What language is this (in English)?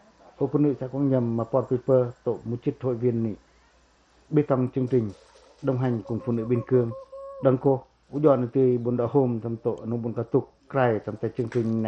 Pacoh